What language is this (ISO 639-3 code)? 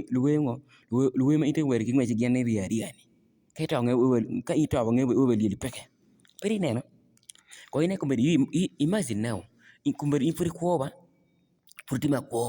ach